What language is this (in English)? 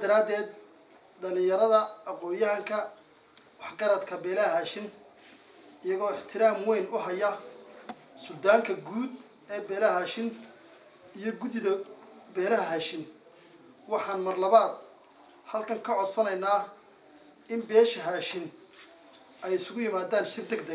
Somali